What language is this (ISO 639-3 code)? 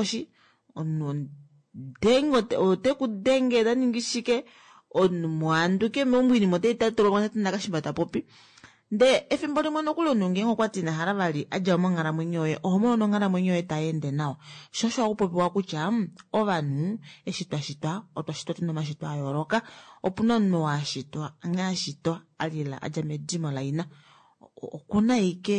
kua